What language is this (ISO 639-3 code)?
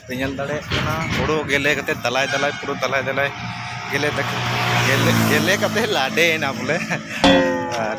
sat